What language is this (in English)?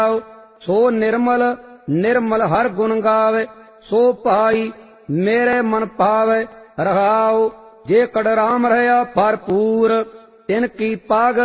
Punjabi